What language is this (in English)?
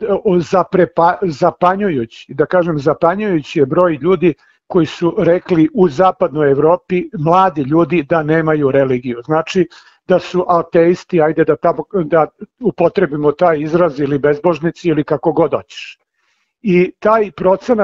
Serbian